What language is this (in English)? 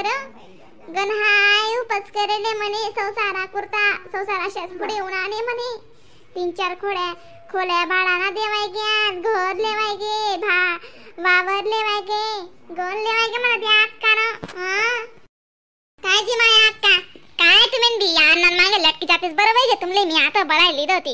Khandesi